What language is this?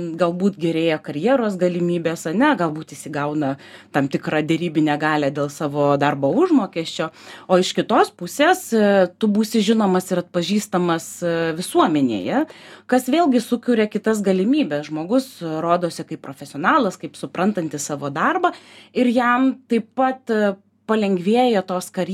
Lithuanian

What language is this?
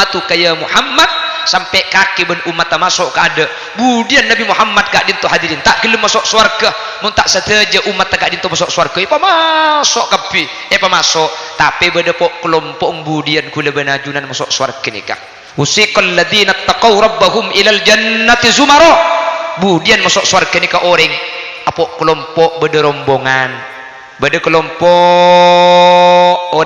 Madurese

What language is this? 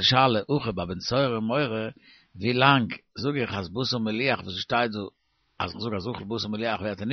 Yiddish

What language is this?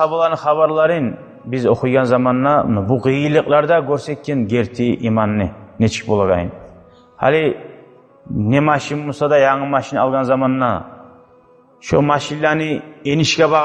Kumyk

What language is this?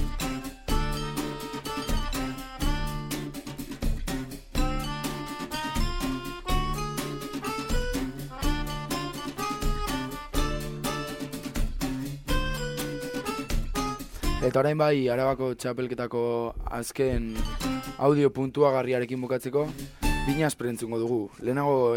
Basque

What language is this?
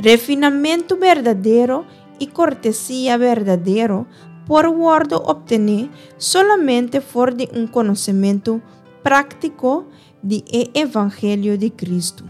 Papiamento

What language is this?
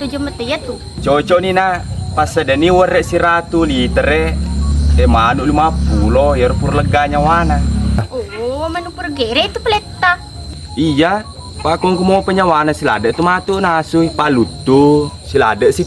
Buginese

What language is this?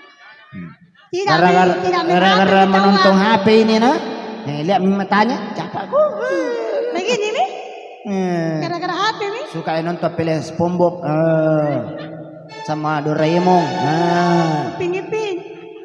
Buginese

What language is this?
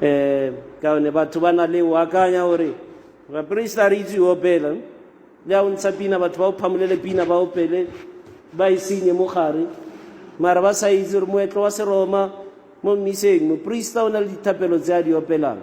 Tswana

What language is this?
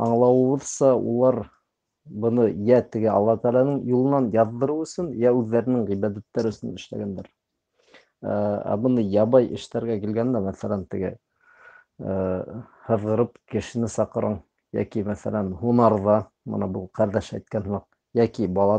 Bashkir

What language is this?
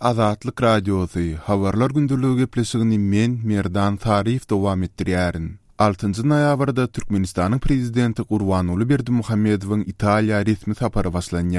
Turkmen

